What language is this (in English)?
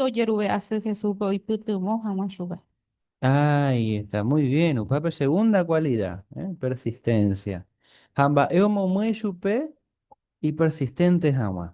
Guarani